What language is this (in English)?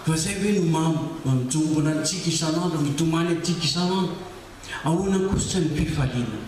Malagasy